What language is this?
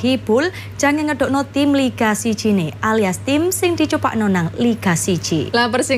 Javanese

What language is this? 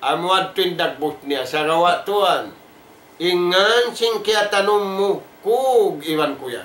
Tausug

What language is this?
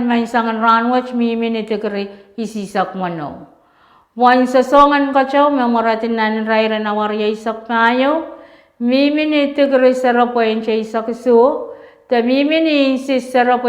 Pohnpeian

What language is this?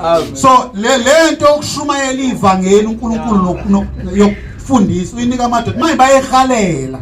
Zulu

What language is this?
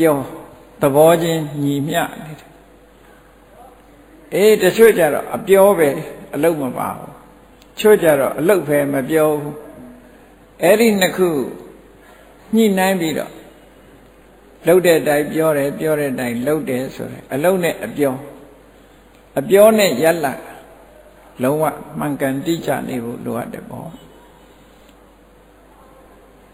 Burmese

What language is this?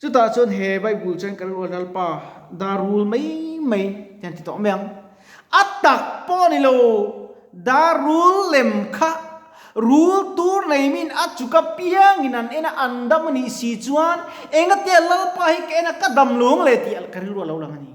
Mizo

